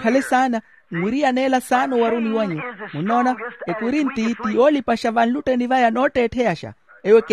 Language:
Makhuwa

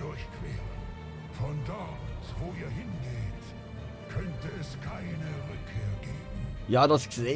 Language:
Swiss German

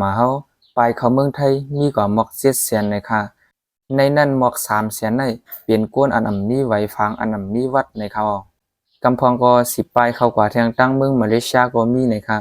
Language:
Shan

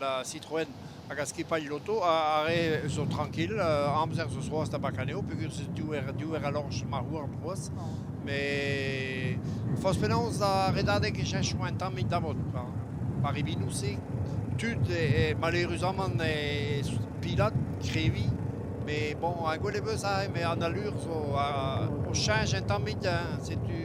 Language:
Breton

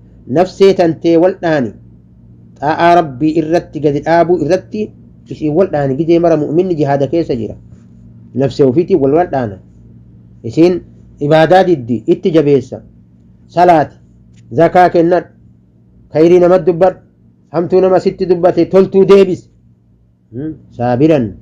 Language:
Oromo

